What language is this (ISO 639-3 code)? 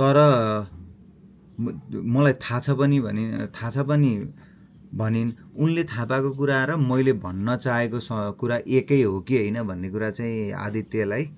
nep